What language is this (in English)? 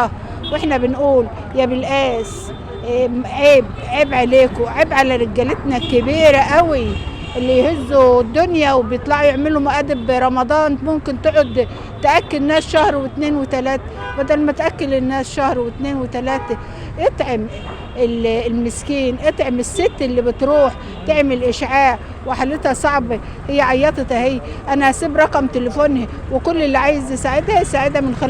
Egyptian Arabic